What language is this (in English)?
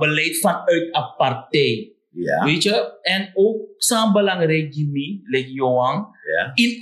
Sranan Tongo